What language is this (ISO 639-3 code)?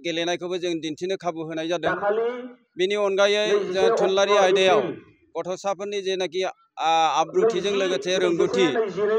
brx